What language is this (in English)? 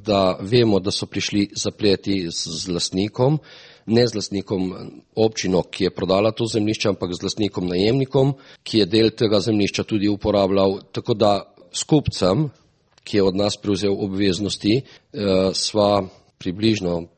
Slovenian